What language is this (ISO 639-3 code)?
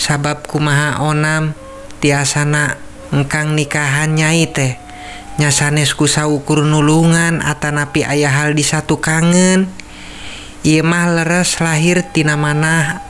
sun